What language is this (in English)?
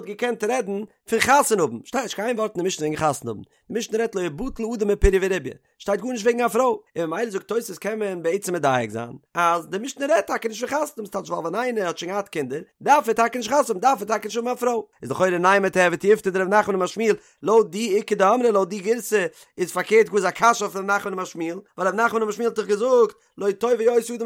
Yiddish